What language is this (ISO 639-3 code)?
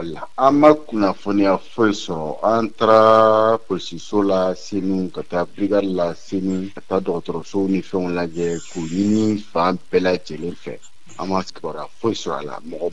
bam